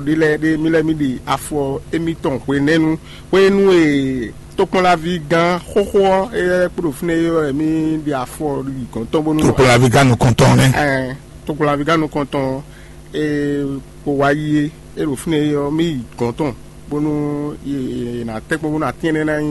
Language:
Fon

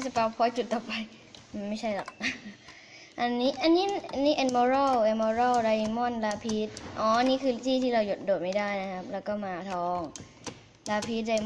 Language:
Thai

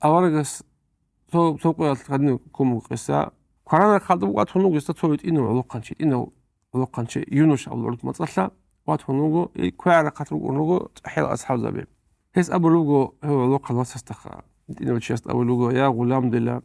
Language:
Avaric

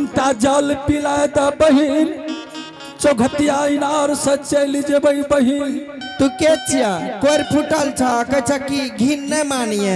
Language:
Angika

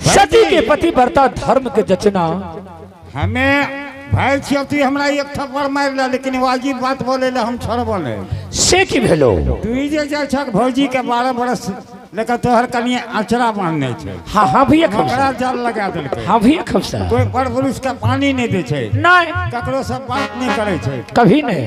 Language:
Angika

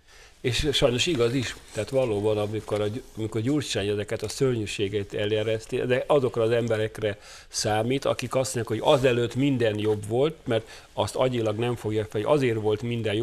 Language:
Hungarian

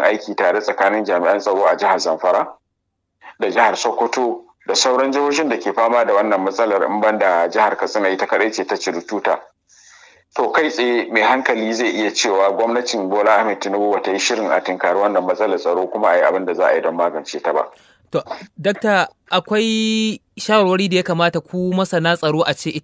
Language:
Hausa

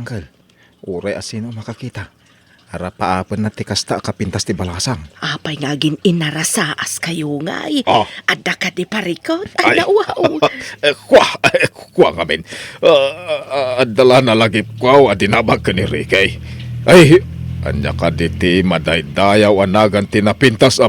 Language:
Iloko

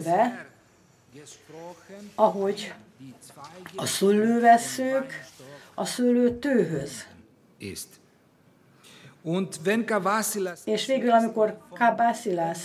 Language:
Hungarian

